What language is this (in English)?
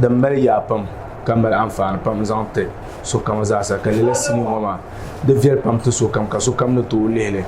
Dagbani